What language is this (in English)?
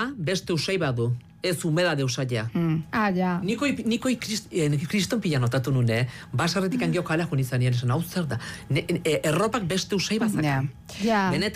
Basque